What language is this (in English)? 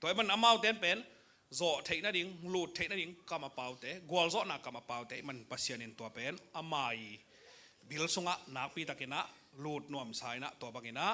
Tedim Chin